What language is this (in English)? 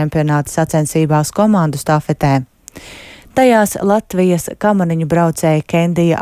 Latvian